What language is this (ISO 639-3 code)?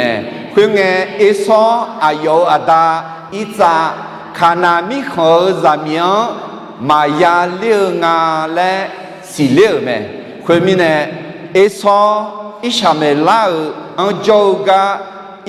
ahk